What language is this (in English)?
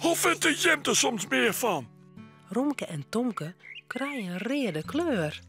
Western Frisian